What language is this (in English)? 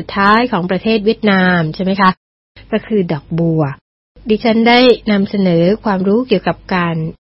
Thai